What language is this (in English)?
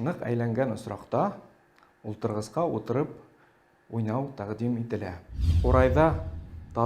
Bashkir